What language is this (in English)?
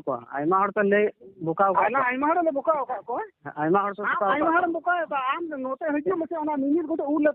Santali